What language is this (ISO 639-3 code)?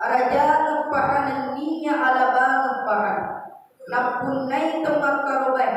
bug